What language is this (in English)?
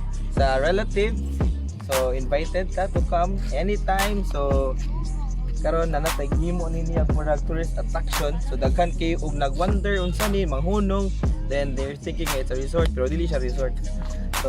Cebuano